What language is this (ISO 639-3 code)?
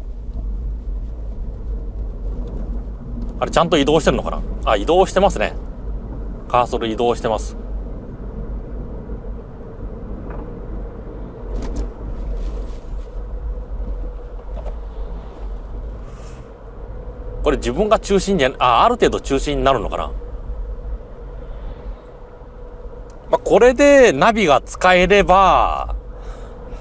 jpn